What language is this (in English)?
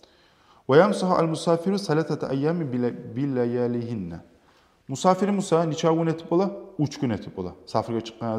Kumyk